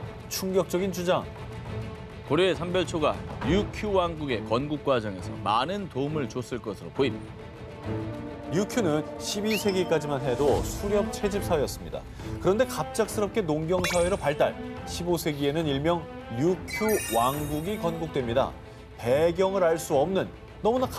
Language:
Korean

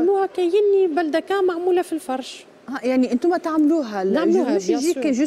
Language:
Tunisian Arabic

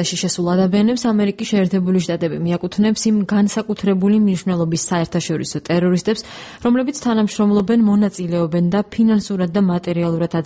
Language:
Georgian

